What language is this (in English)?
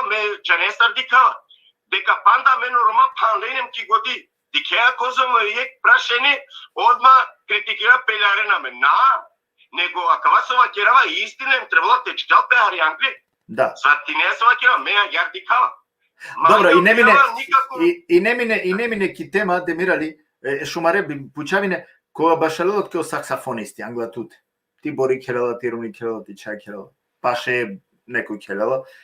Balkan Romani